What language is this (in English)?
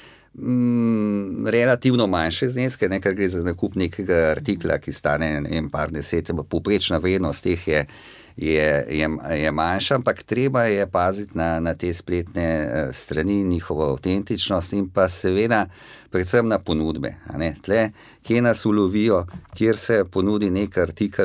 Slovenian